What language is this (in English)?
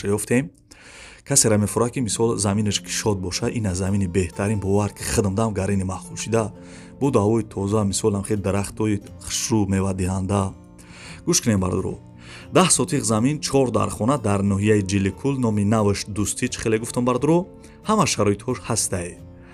Tajik